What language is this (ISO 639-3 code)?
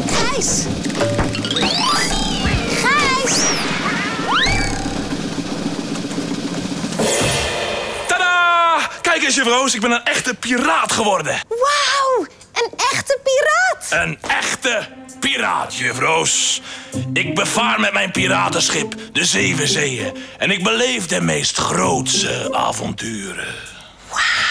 nld